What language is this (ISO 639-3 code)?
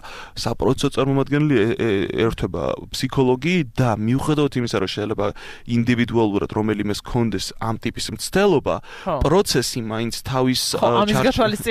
kat